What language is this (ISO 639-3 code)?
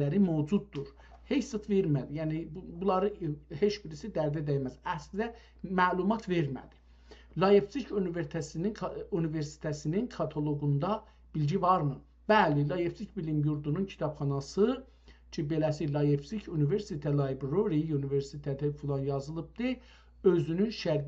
azb